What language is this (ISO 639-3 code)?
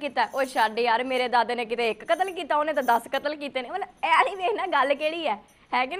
pan